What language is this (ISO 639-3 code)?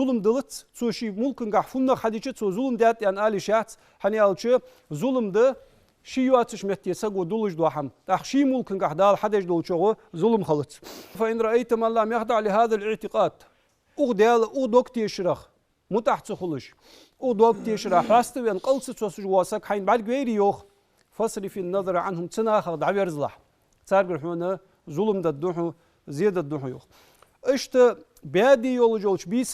inh